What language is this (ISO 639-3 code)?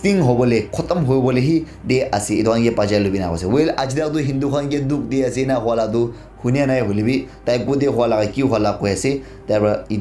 nag